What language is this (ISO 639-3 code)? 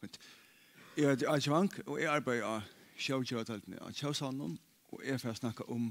fao